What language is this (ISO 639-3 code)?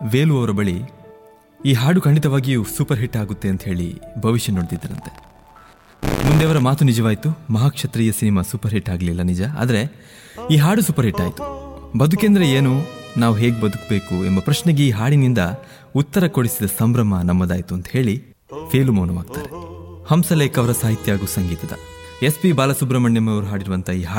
kan